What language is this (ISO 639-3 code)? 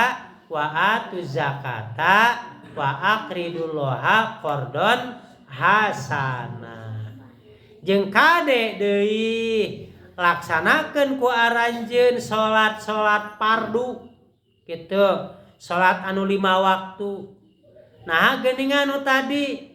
sun